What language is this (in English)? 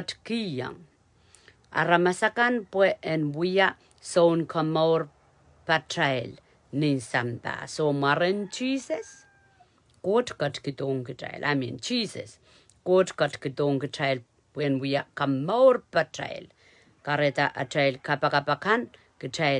Pohnpeian